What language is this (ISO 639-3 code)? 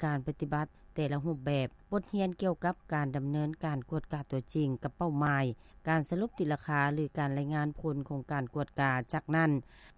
lao